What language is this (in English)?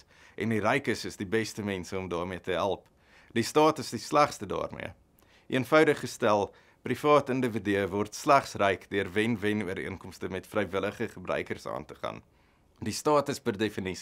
Afrikaans